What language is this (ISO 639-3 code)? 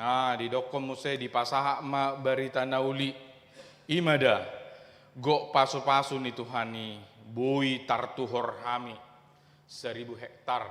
bbc